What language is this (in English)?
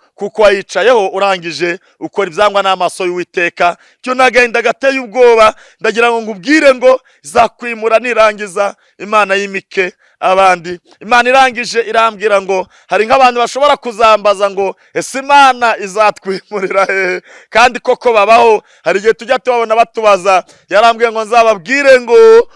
Kinyarwanda